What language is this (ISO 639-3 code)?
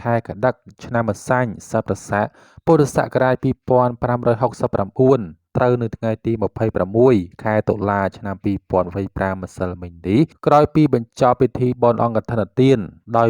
khm